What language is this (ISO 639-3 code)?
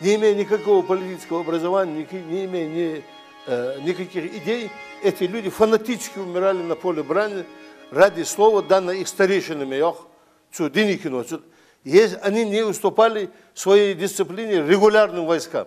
inh